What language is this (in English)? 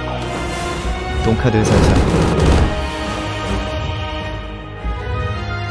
Korean